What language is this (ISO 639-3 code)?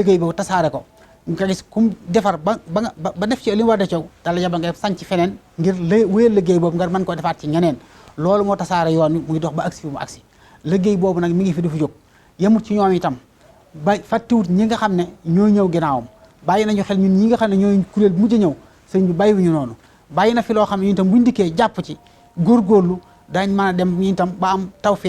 wol